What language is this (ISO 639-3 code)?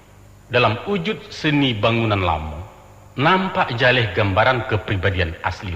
min